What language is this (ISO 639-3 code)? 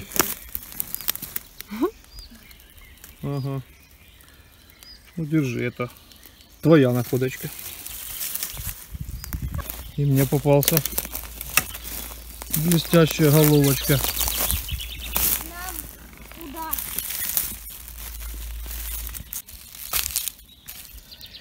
rus